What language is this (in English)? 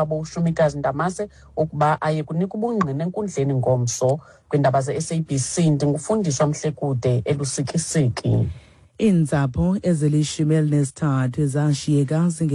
Xhosa